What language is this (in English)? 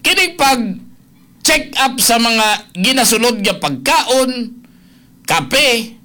Cebuano